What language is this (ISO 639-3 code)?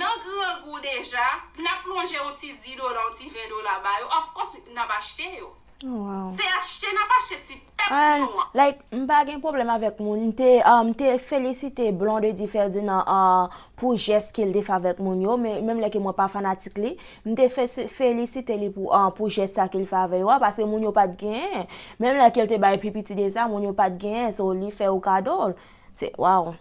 hat